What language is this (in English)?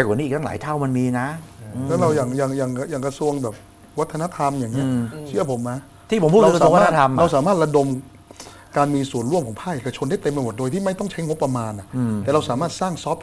Thai